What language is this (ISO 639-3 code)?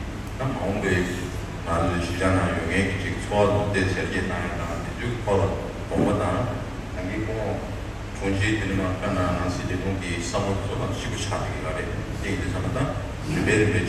bod